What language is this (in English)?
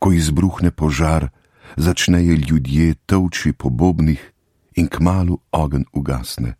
Slovenian